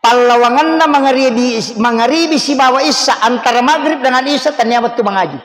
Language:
Buginese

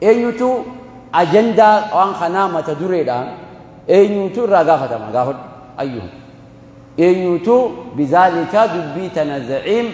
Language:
Oromo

